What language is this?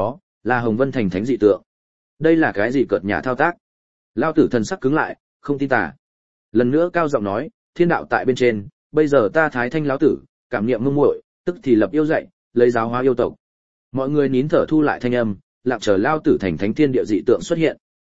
Vietnamese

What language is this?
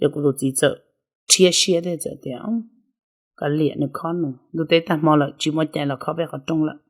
Hmong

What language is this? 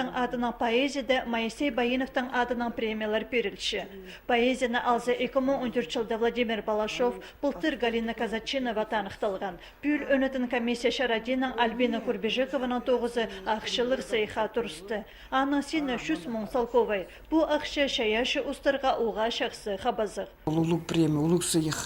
Khakas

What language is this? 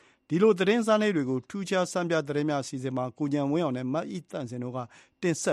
Burmese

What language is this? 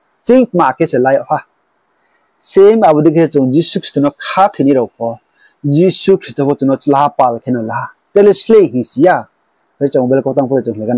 Riang (India)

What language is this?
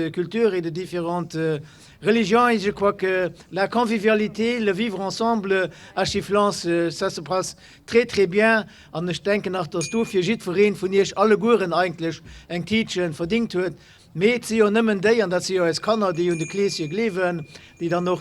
Luxembourgish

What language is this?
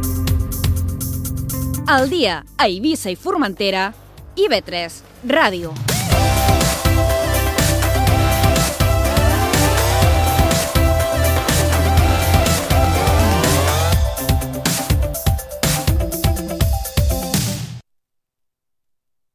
Catalan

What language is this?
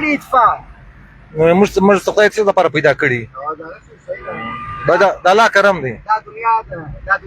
Pashto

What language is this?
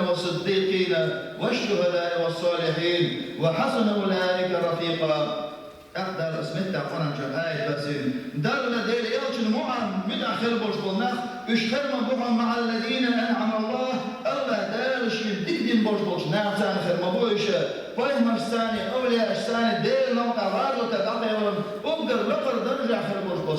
Chechen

